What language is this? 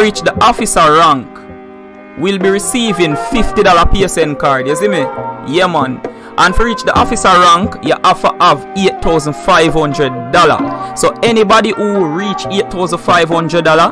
Jamaican Creole English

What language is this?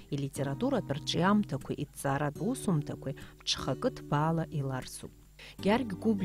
Abkhazian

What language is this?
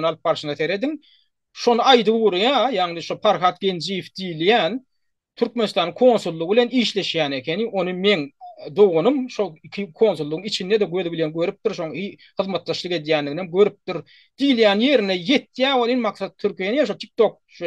Turkmen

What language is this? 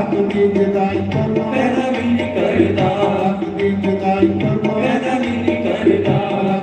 Dogri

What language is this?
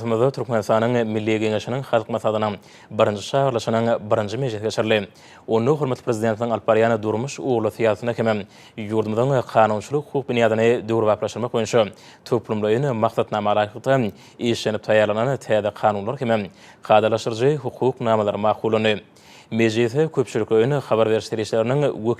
Turkmen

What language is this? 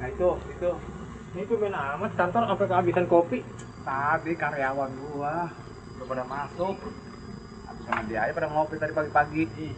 Betawi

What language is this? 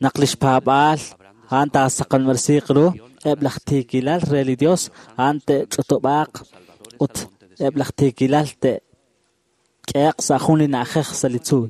Kekchí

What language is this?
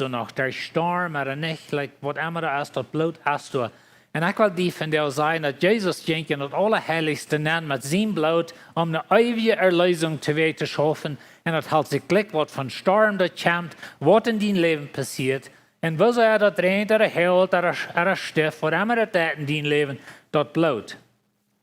Plautdietsch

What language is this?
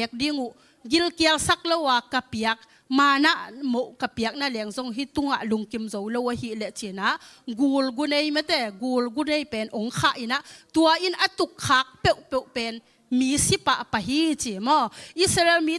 Tedim Chin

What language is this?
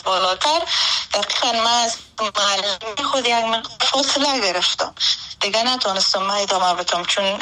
Persian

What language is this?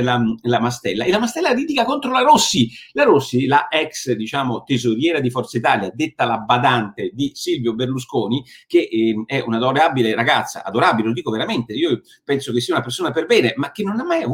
Italian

